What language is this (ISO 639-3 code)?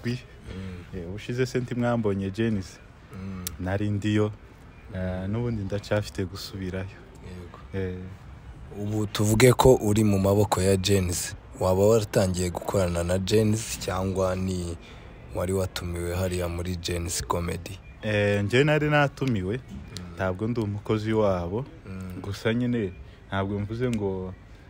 kin